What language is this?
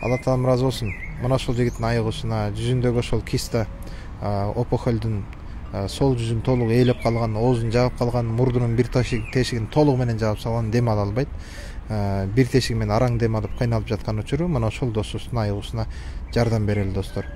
Kyrgyz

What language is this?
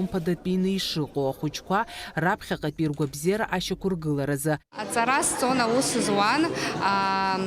Abkhazian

